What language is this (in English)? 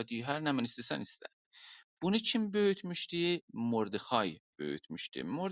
South Azerbaijani